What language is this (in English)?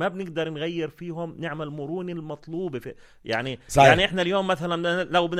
North Levantine Arabic